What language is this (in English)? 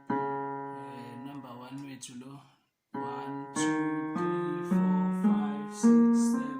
Zulu